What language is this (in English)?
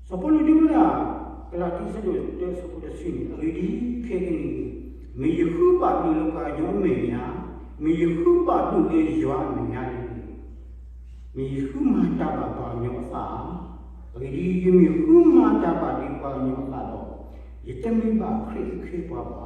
S'gaw Karen